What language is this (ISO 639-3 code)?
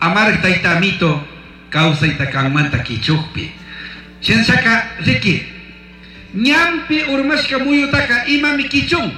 qug